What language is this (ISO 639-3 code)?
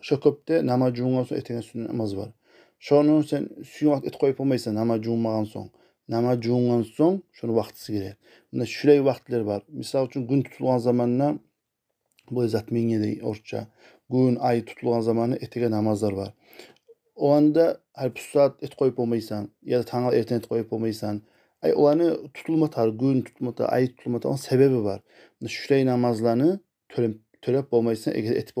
kum